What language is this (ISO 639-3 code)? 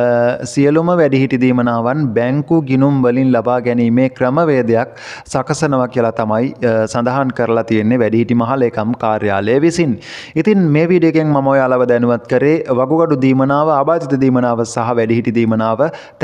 sin